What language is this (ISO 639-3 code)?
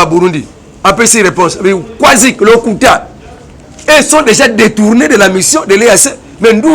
lin